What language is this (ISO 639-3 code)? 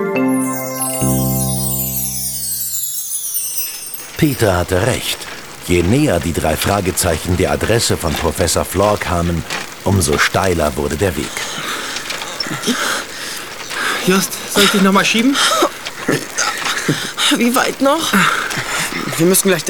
deu